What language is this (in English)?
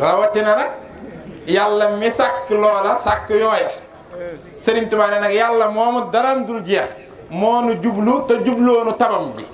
Wolof